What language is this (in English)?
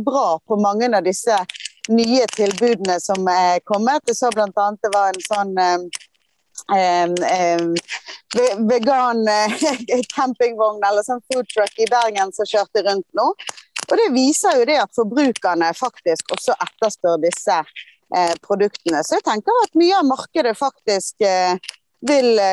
Norwegian